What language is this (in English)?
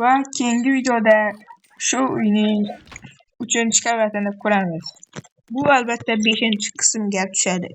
Uzbek